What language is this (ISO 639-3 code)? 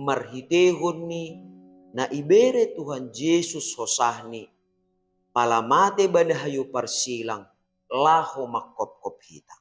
bts